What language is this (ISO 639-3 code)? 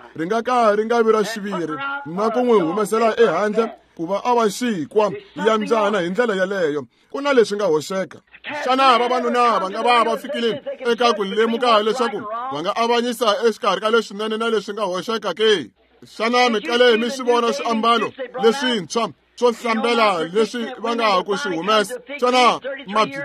tso